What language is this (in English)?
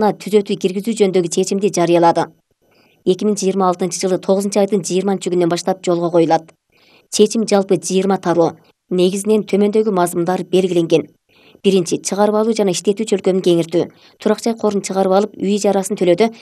Kyrgyz